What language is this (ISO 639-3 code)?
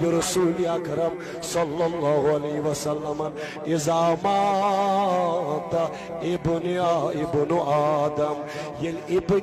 kas